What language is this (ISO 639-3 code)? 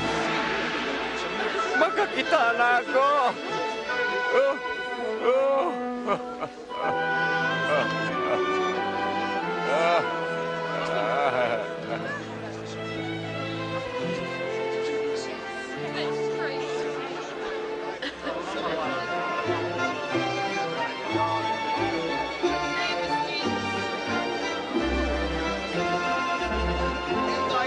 ceb